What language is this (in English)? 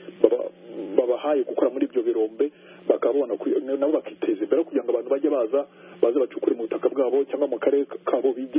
Kinyarwanda